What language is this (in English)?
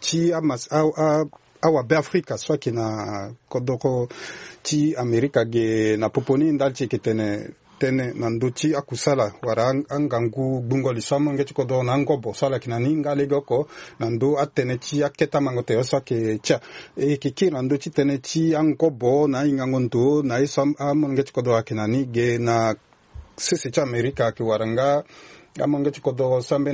Sango